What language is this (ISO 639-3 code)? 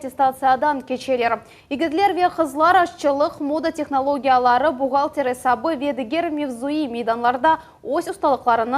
crh